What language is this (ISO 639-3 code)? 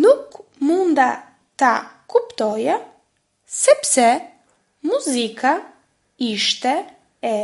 sqi